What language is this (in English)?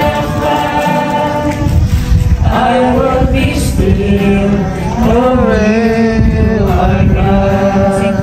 Hiligaynon